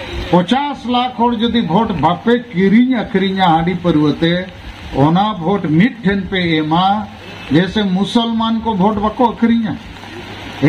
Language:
Santali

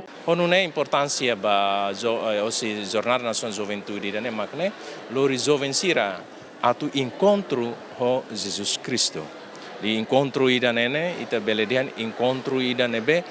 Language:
Tetum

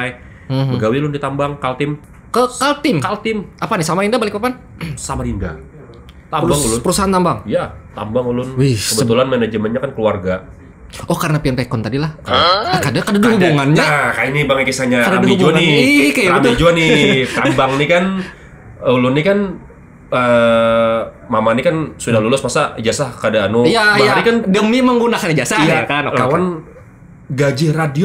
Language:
Banjar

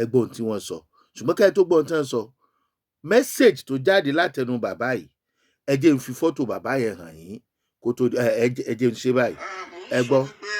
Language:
Yoruba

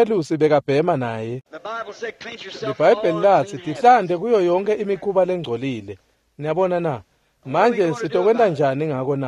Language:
Swati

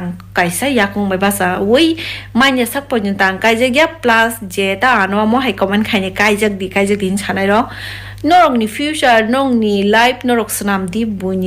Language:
Kok Borok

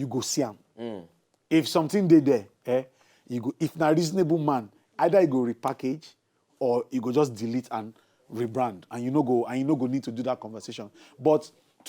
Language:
Nigerian Pidgin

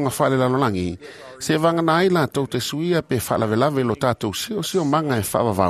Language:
Samoan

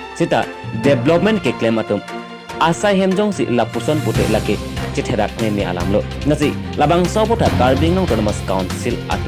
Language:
Karbi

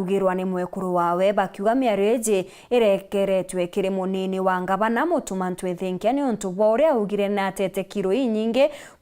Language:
Meru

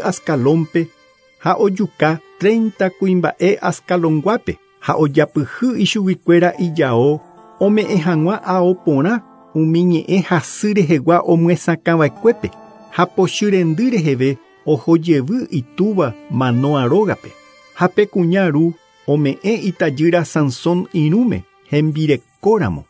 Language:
Guarani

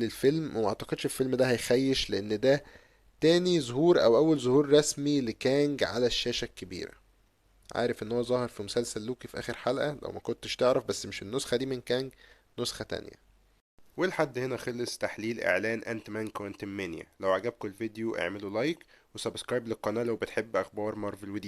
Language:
Egyptian Arabic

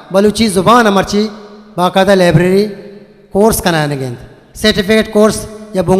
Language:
Eastern Balochi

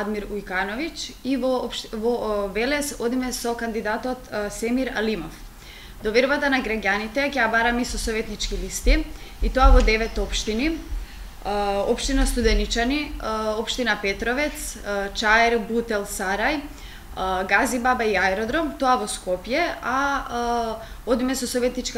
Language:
Macedonian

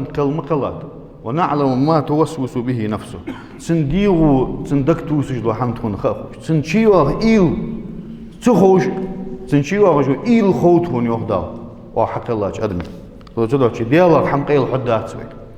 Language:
Ingush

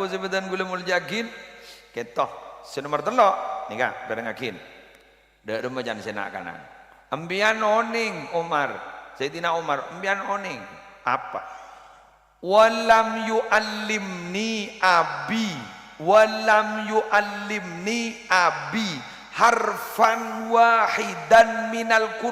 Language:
Madurese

